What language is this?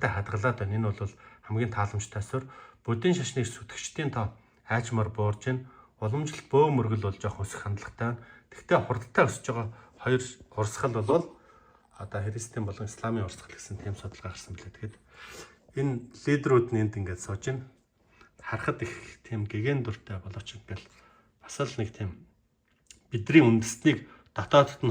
Mongolian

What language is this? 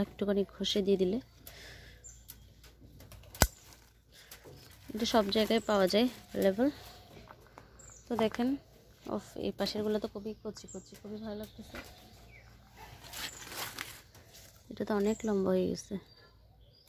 Bangla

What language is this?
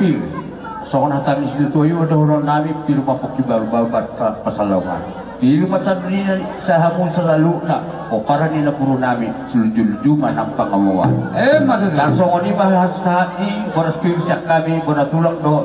Batak Toba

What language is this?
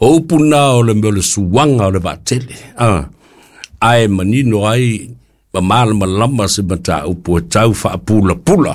Samoan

